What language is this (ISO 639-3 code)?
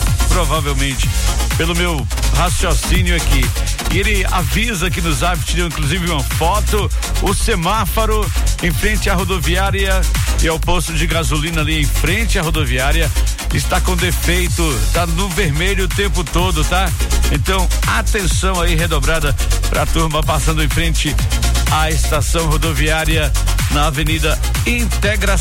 por